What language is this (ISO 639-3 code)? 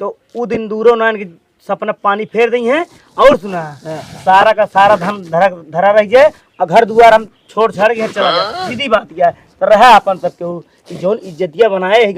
awa